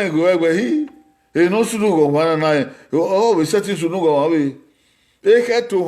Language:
Bini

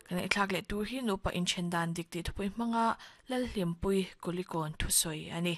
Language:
Mizo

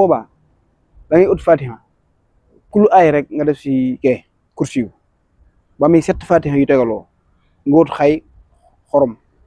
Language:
Wolof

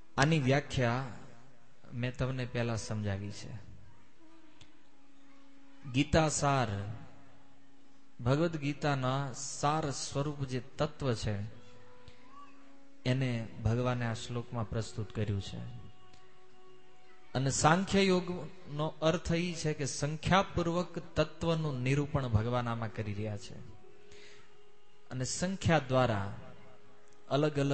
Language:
Gujarati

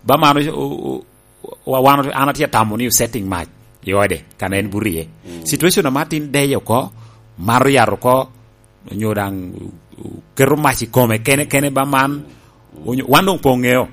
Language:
Lango (Uganda)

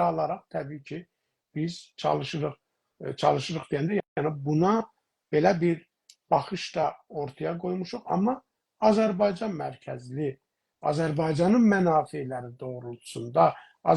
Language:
South Azerbaijani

